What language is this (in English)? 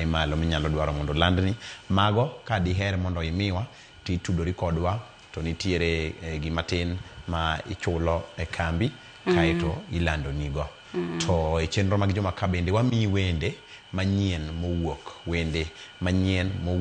Luo (Kenya and Tanzania)